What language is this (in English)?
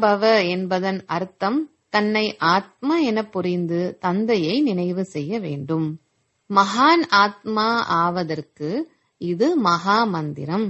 Tamil